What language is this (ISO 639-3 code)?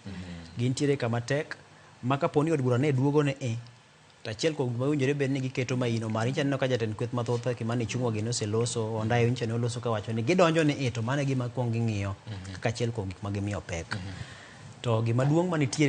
luo